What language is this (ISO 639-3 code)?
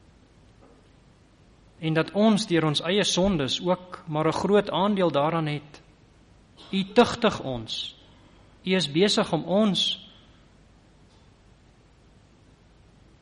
afr